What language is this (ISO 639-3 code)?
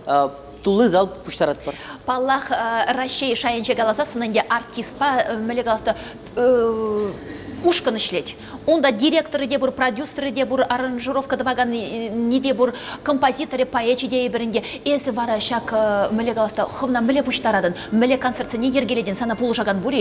chv